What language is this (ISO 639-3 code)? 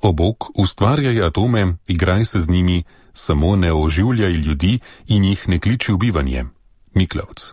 slv